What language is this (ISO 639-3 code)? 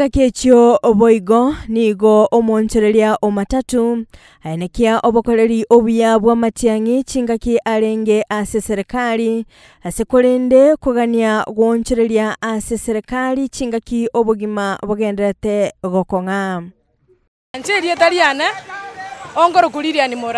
guz